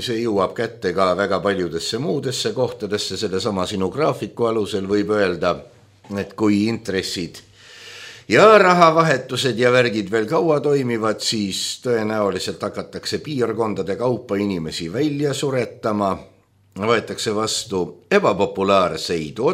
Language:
Estonian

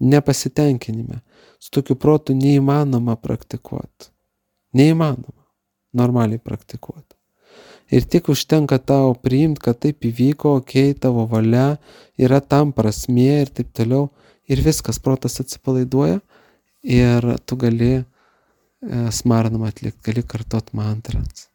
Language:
Lithuanian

